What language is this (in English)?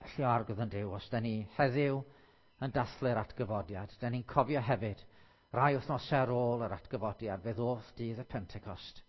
Welsh